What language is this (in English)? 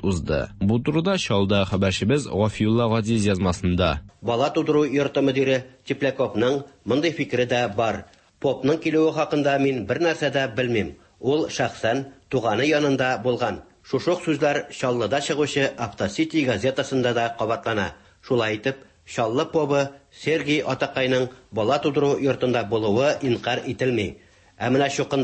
Tatar